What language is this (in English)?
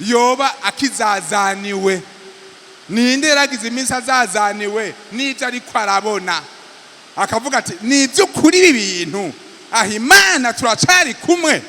Rundi